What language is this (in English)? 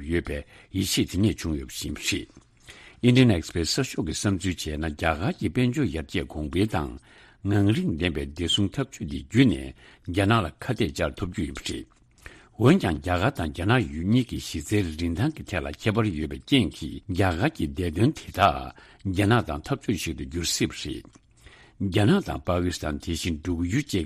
Tibetan